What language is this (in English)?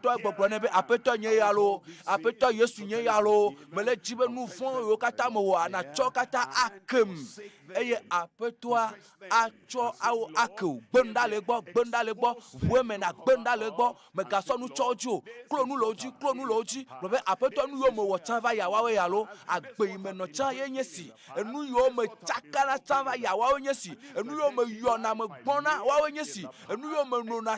Ewe